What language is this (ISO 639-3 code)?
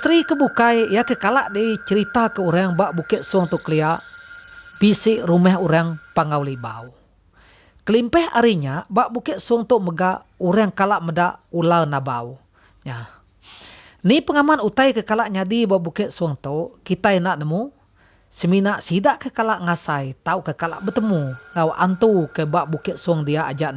iba